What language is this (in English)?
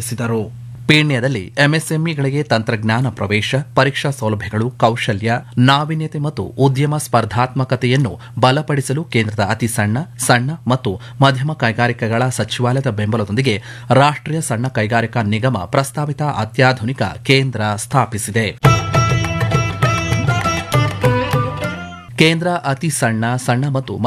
Kannada